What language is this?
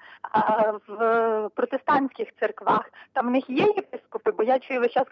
Ukrainian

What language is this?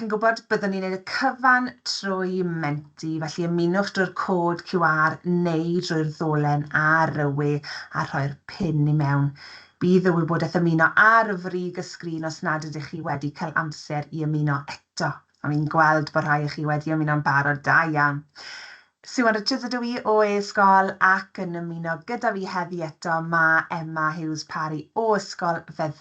Welsh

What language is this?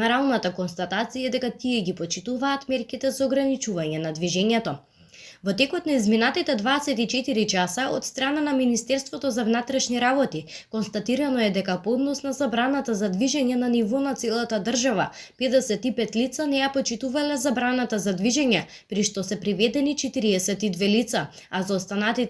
Macedonian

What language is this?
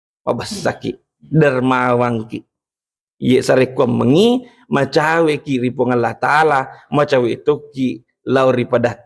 Buginese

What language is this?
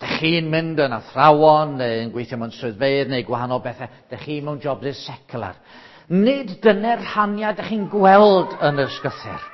Welsh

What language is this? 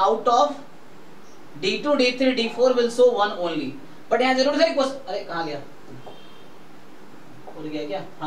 Hindi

